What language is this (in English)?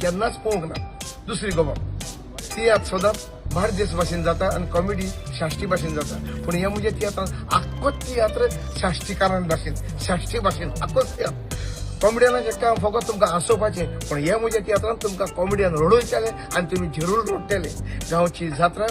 Konkani